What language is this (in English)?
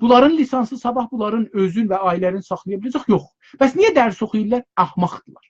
South Azerbaijani